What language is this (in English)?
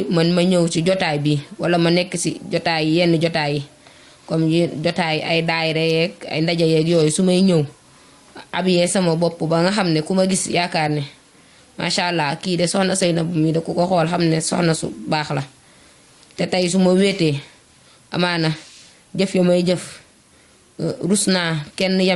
Wolof